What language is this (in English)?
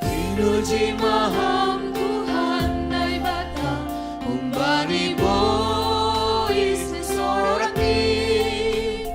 Batak Simalungun